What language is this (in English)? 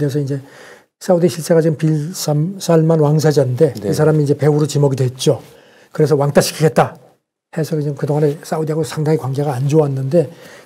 Korean